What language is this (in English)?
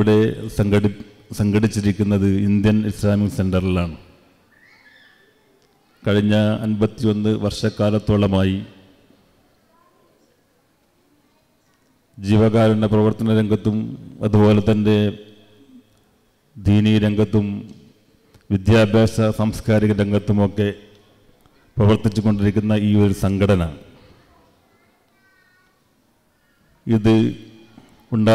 Malayalam